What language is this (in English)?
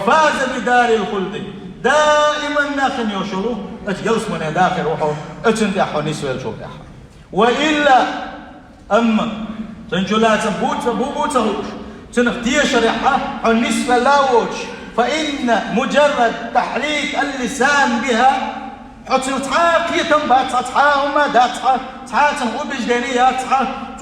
Chechen